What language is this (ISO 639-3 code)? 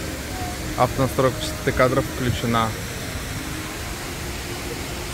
rus